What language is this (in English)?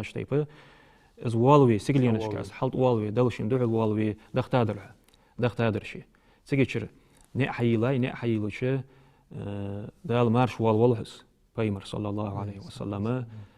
Ingush